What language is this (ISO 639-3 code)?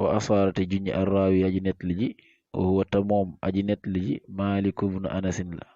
wol